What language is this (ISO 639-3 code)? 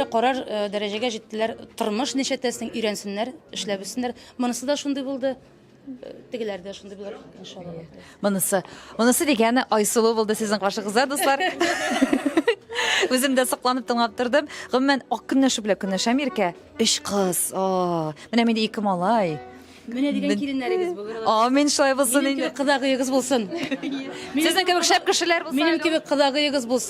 tat